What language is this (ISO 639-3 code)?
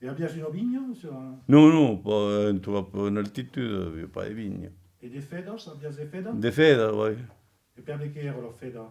oci